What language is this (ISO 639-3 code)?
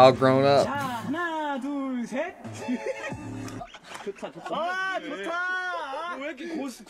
kor